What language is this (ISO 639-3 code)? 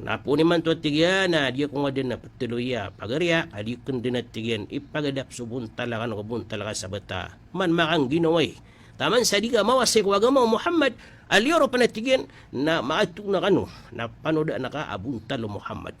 mrw